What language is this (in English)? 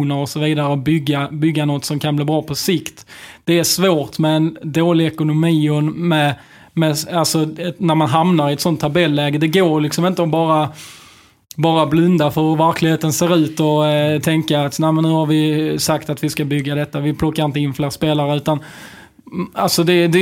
Swedish